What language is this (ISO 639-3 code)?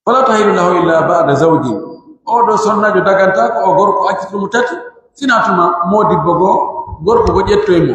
fuf